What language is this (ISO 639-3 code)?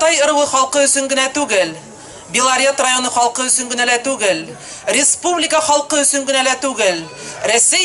bak